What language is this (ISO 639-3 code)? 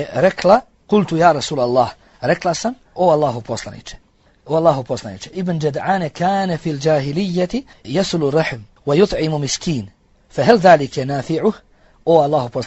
bos